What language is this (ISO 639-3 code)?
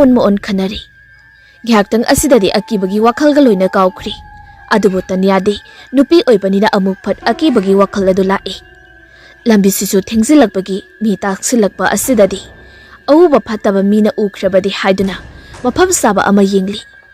mni